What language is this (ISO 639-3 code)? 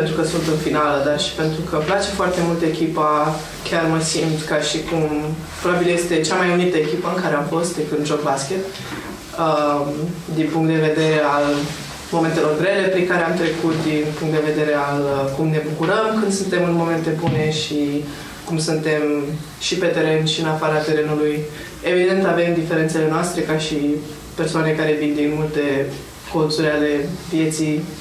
ron